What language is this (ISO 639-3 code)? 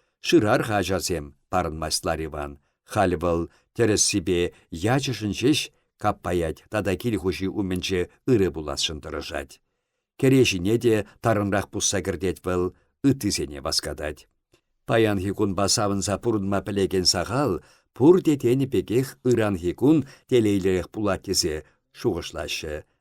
chv